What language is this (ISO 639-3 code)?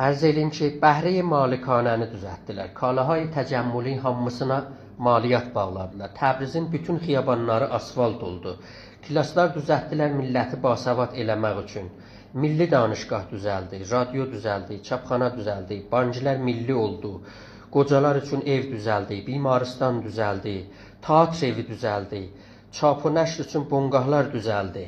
azb